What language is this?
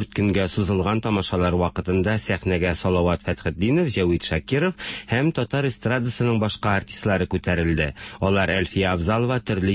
Tatar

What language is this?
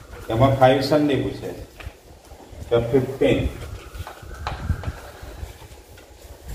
Gujarati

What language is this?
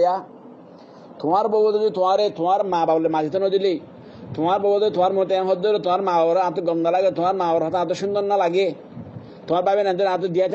Rohingya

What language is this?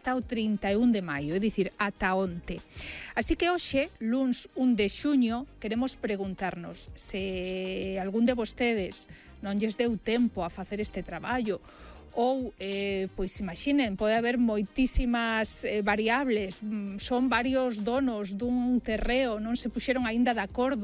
Galician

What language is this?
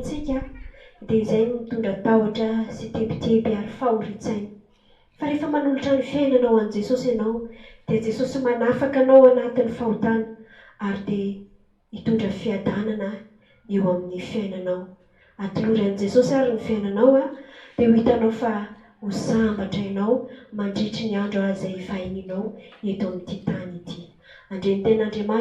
Malagasy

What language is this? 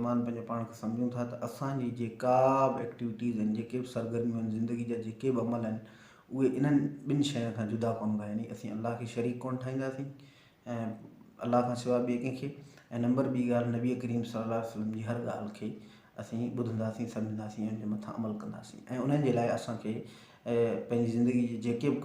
Sindhi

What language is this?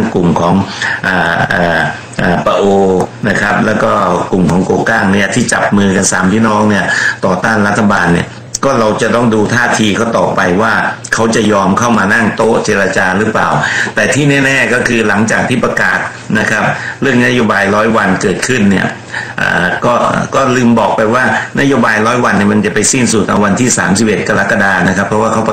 Thai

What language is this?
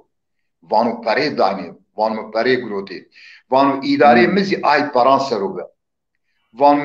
Zaza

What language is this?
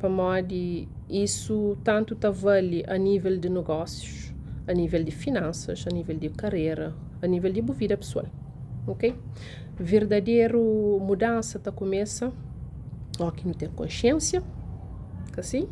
Kabuverdianu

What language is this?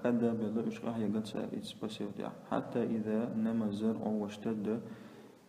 Chechen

